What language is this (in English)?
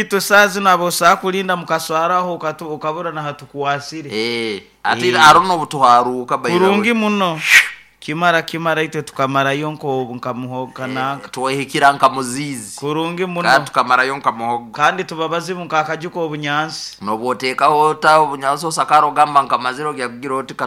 Nyoro